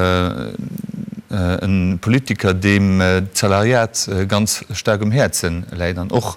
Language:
Luxembourgish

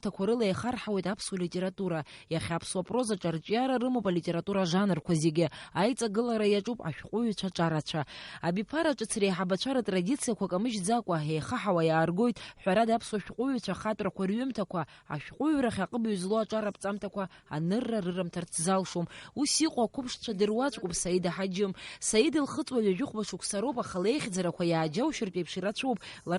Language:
Abkhazian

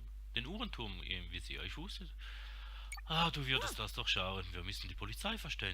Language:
Swiss German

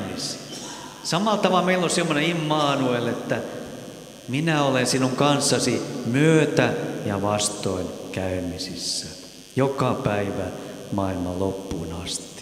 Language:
Finnish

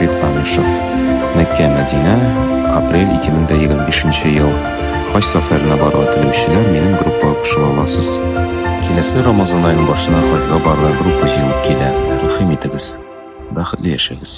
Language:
Tatar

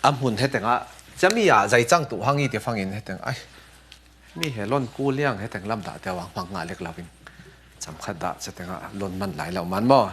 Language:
Falam Chin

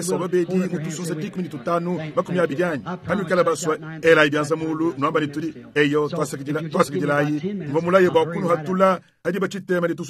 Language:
Luba-Lulua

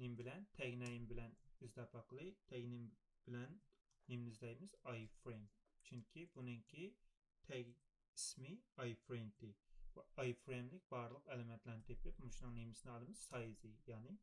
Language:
Uyghur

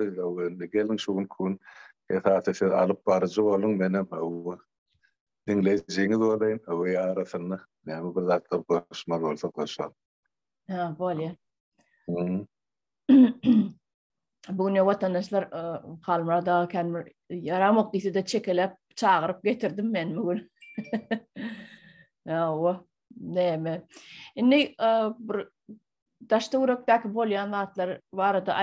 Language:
Turkmen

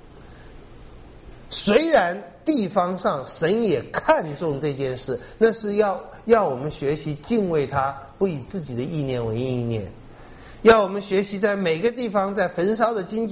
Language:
Chinese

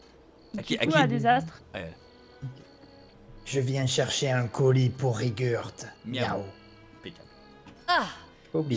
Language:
French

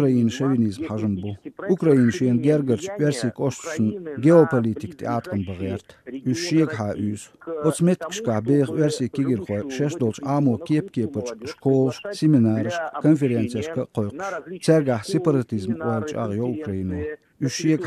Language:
Chechen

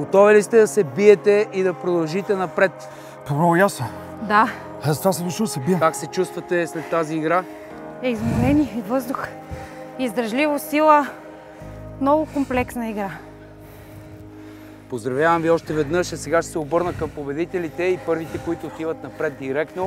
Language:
Bulgarian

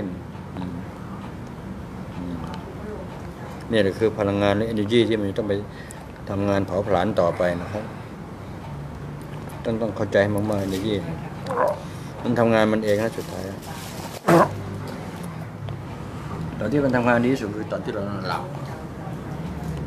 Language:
Thai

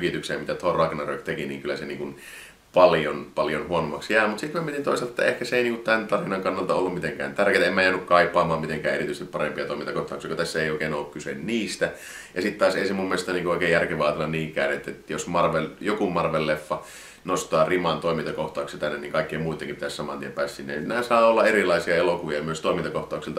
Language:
Finnish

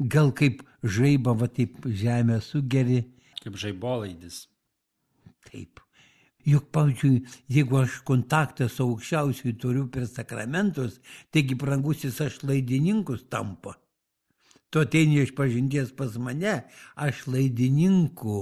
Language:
Lithuanian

